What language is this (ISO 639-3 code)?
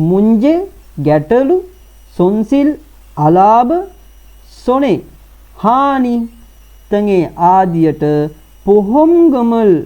sin